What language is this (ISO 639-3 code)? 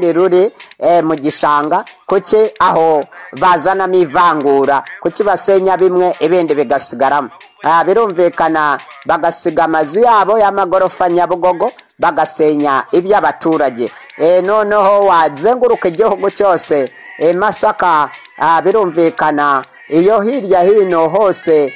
kin